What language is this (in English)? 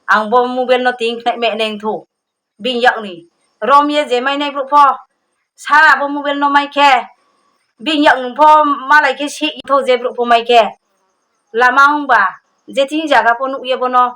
Riang (India)